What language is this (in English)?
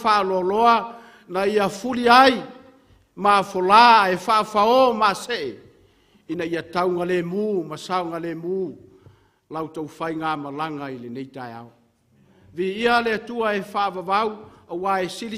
Samoan